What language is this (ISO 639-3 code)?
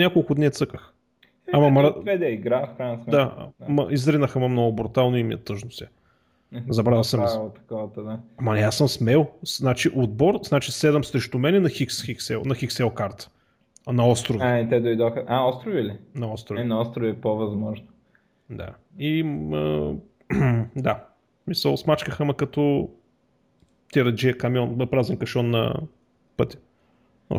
bul